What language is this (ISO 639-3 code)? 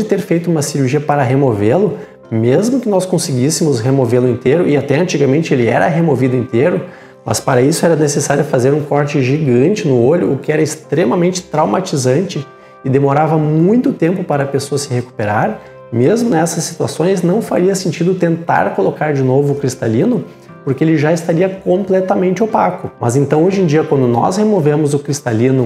por